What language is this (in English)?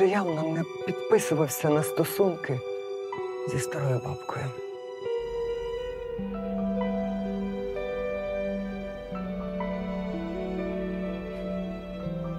Ukrainian